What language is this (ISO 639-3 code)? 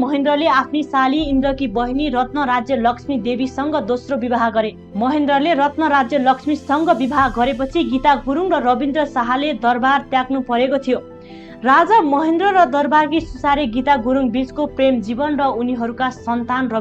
nep